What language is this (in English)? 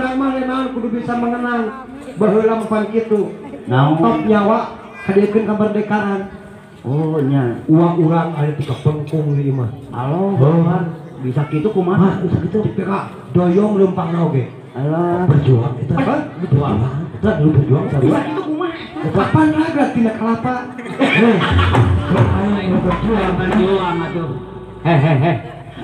Sundanese